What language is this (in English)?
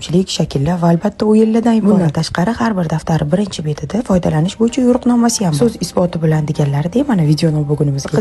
Uzbek